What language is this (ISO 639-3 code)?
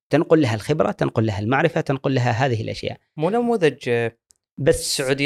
afb